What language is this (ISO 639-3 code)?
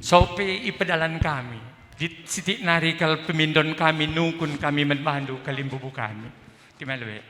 btx